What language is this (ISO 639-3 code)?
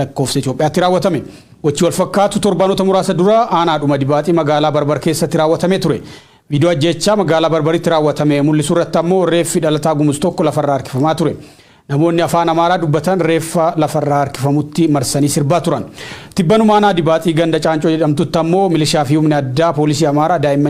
orm